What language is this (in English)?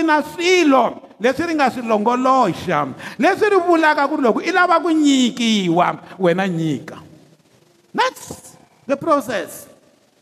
Tsonga